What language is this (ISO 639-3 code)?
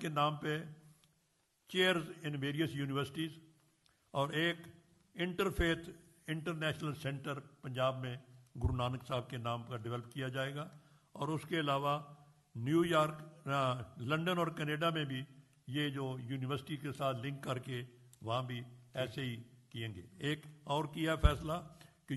hin